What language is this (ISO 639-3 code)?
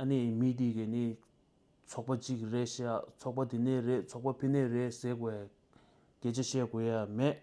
bod